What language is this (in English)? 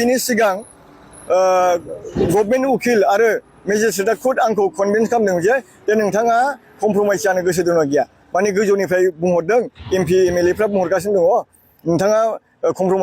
Bodo